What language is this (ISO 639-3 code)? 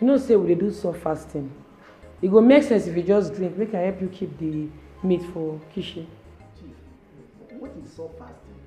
pcm